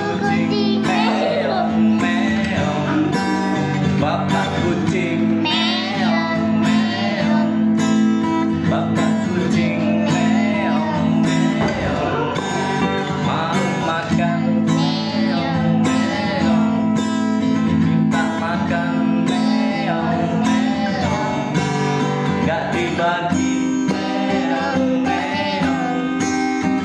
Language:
Indonesian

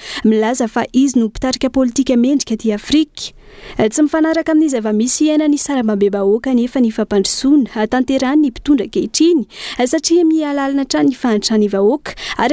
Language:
Malagasy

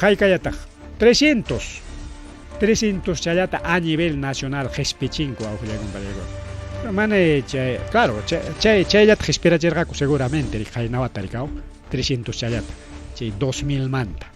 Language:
Ayacucho Quechua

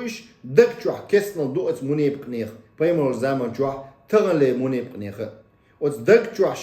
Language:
Chechen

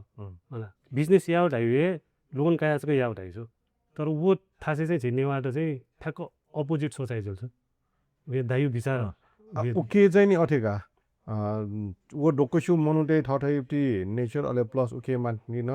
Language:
Newari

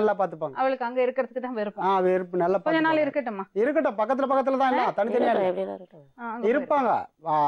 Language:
Tamil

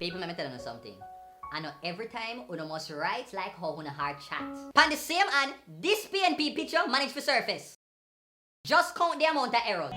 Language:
Jamaican Creole English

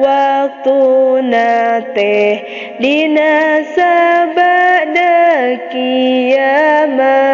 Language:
Sundanese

